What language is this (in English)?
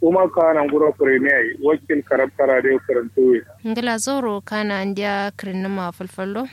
Kanuri